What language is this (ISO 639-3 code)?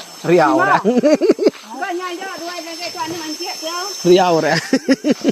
iba